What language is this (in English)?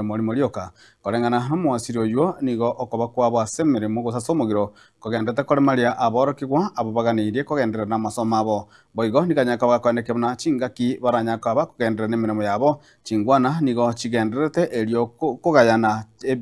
Gusii